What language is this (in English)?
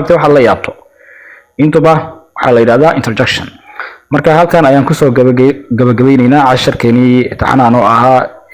Somali